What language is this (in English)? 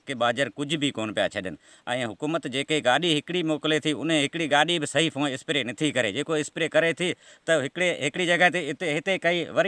Sindhi